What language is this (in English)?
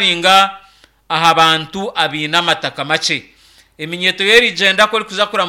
Nyankole